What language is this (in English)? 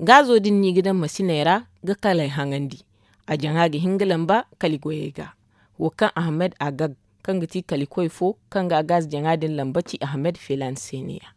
Zarma